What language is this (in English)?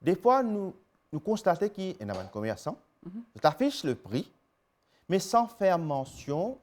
Morisyen